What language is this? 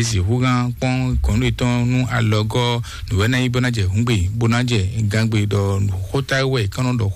Fon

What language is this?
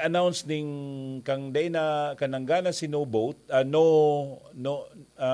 Bikol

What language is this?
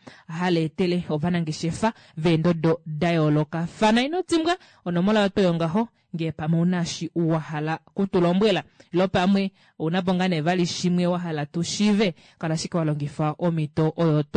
Kuanyama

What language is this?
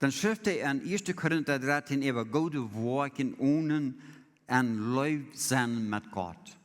Plautdietsch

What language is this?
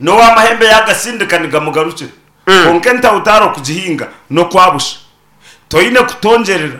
Nyankole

